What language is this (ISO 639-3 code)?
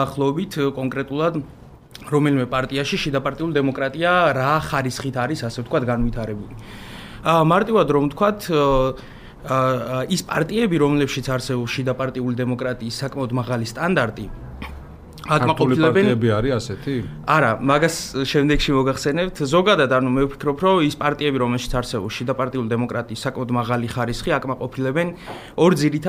kat